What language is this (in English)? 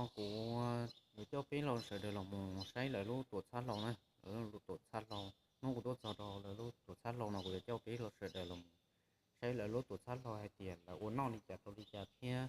Hmong